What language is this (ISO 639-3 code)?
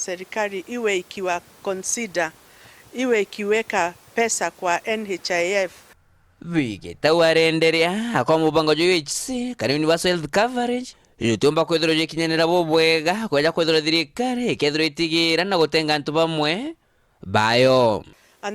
mer